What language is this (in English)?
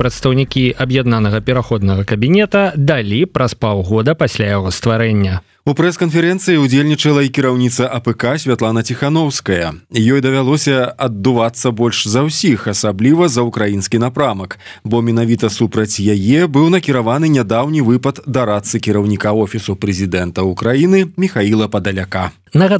Belarusian